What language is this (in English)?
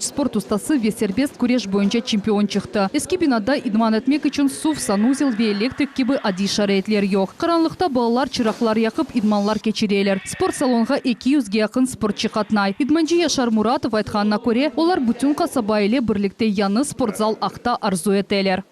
Crimean Tatar